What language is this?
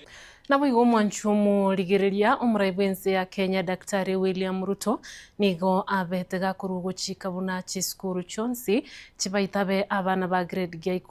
Gusii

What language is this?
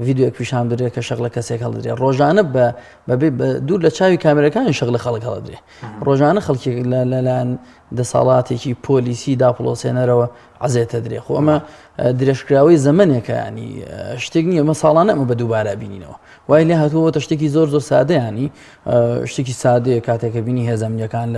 Central Kurdish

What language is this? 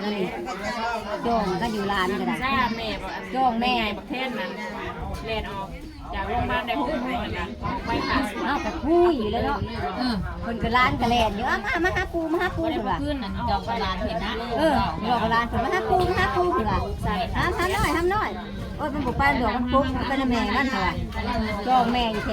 Northeastern Thai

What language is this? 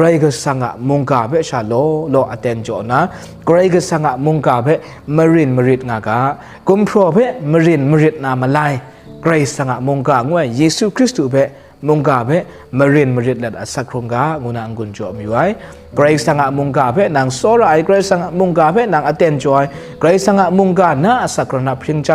Kachin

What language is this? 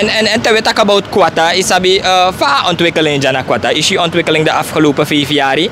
Sranan Tongo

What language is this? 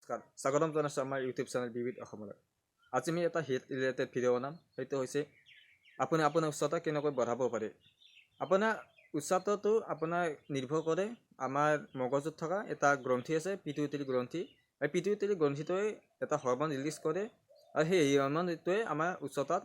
Assamese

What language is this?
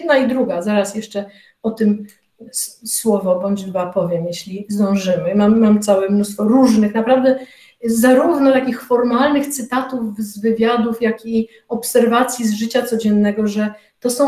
Polish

